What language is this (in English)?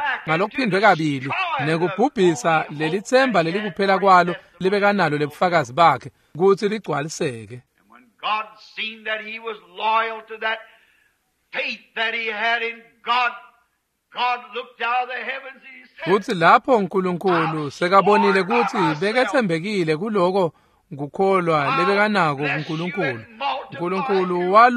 Swati